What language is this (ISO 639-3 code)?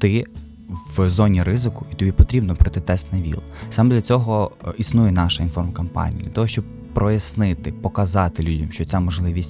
ukr